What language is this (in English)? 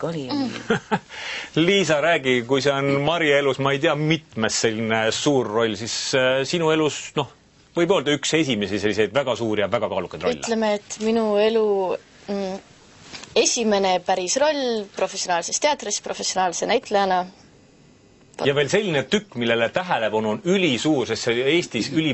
Estonian